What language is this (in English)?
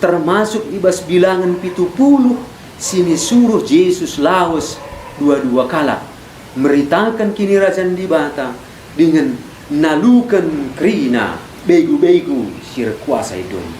Batak Karo